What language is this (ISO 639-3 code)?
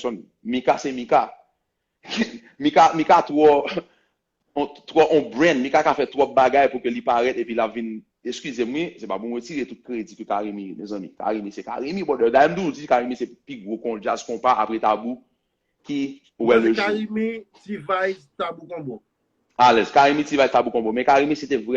hat